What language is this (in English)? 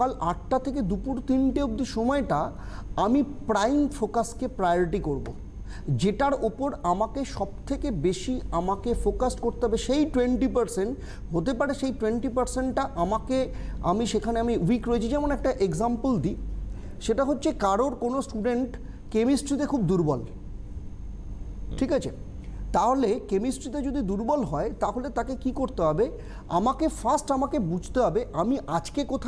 Bangla